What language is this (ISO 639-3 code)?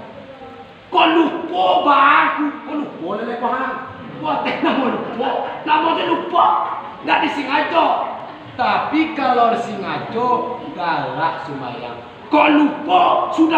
min